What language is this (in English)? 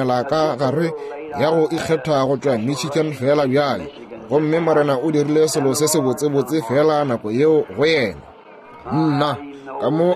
Northern Sotho